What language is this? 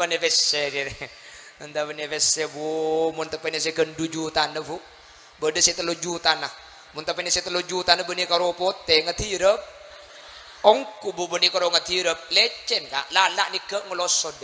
Madurese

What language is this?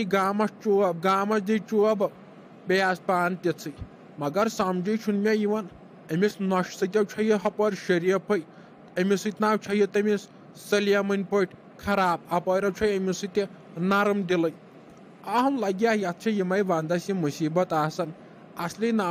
Kashmiri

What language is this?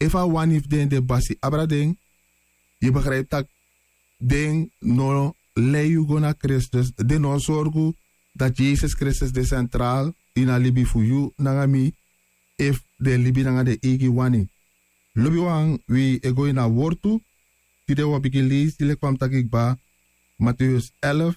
Sranan Tongo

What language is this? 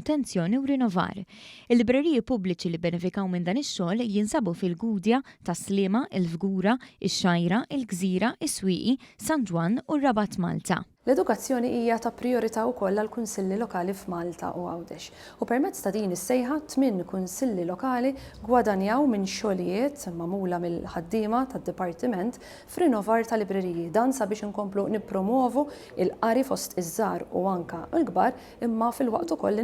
Maltese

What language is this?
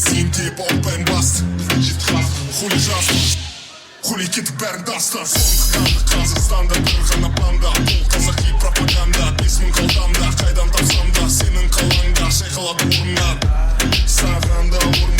Kara-Kalpak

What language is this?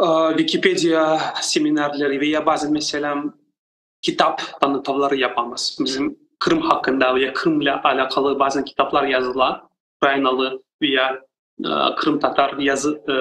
Crimean Tatar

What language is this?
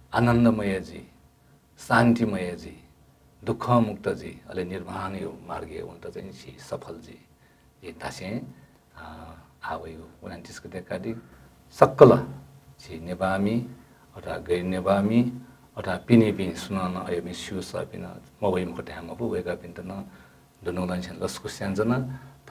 Newari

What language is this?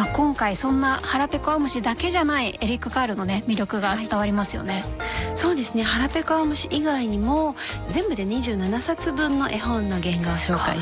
Japanese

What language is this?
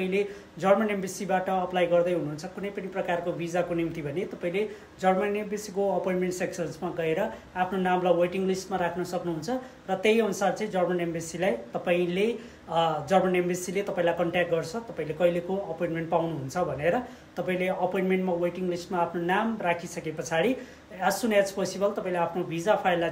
Nepali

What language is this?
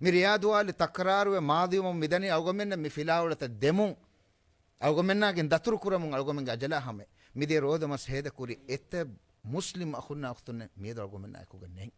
Divehi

